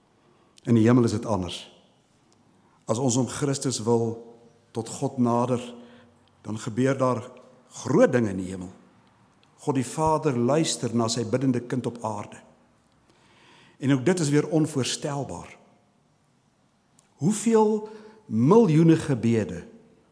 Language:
Afrikaans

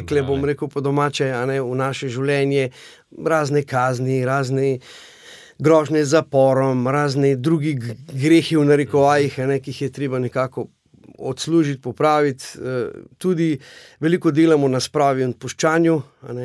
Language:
Slovenian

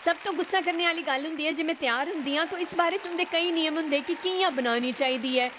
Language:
Dogri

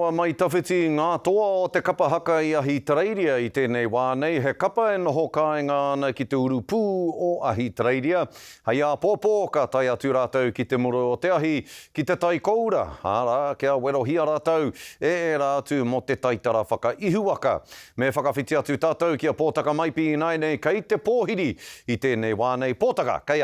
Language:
Māori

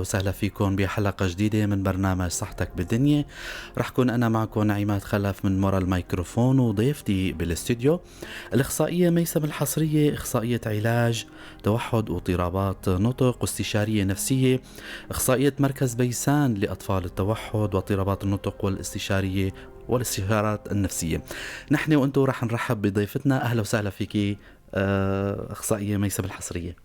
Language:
North Levantine Arabic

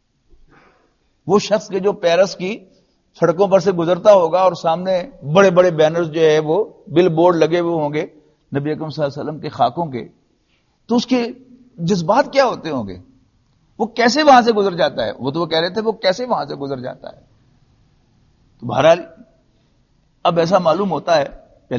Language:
Urdu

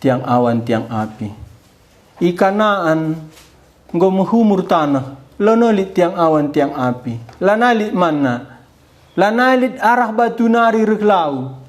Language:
Batak Karo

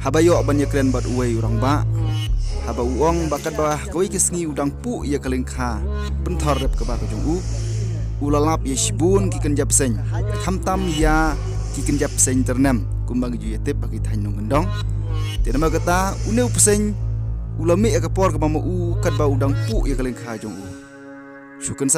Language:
Khasi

